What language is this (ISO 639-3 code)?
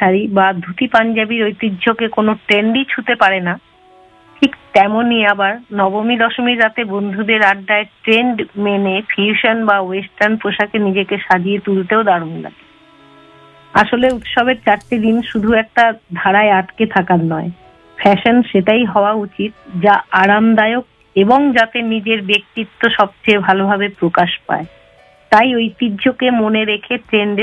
ben